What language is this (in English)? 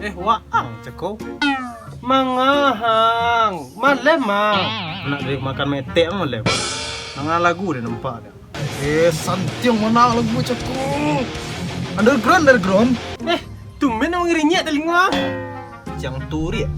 Minangkabau